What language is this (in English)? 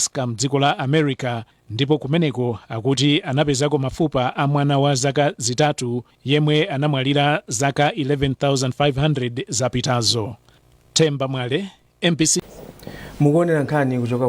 Nyanja